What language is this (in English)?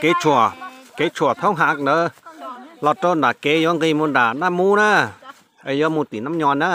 Hmong